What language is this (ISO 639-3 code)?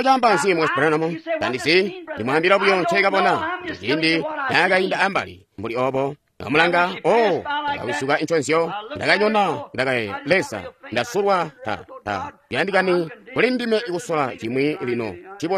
toi